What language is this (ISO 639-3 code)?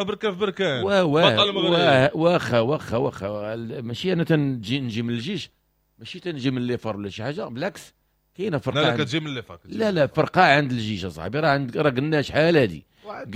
ary